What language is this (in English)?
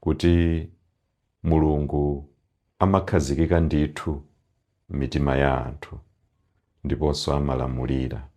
Nyanja